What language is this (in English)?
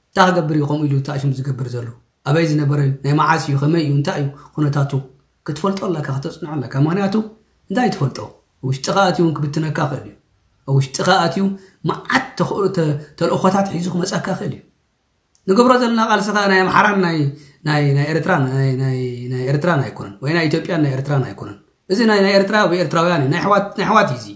Tigrinya